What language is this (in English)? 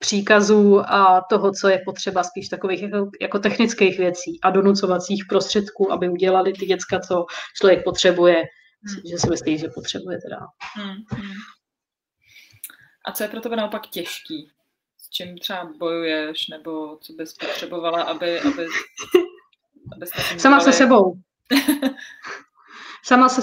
Czech